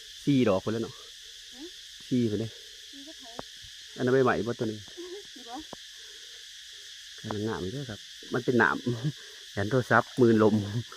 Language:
Northeastern Thai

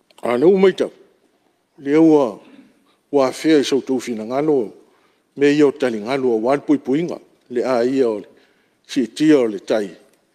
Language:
Samoan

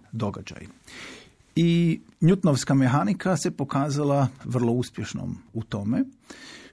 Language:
Croatian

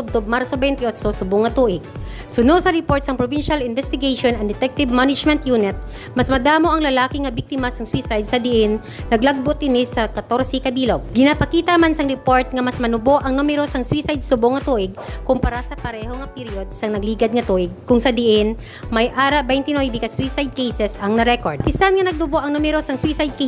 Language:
Hiligaynon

